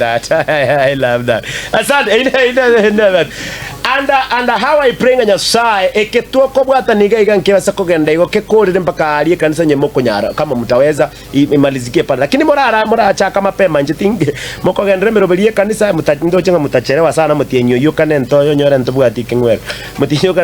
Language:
Gusii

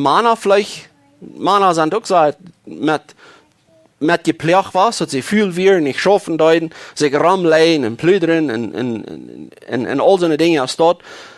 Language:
Plautdietsch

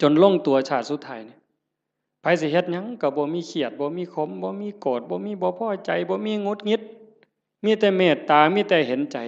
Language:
Northeastern Thai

